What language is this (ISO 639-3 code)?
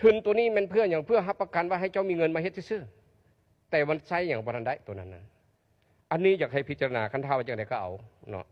lao